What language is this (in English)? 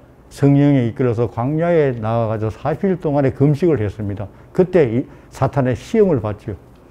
Korean